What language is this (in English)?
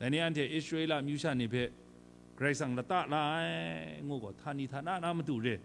Kachin